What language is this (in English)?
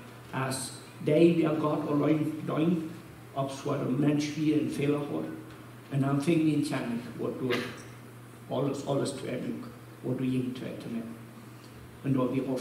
Plautdietsch